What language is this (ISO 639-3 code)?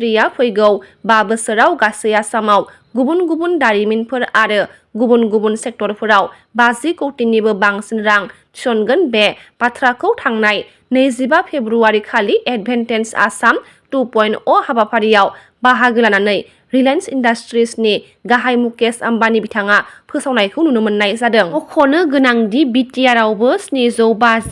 brx